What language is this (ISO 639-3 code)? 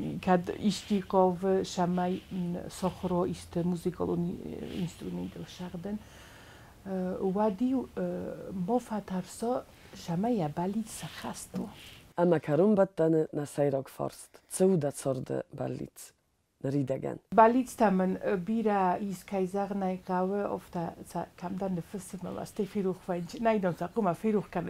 oss